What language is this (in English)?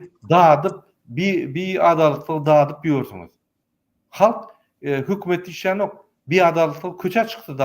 Turkmen